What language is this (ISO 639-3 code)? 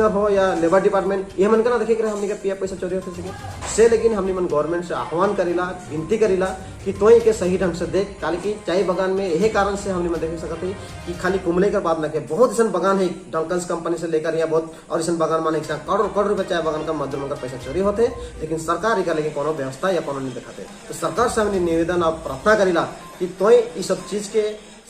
sck